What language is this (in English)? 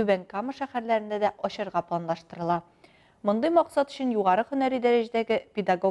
Tatar